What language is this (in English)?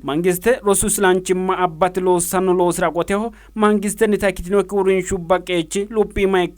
Sidamo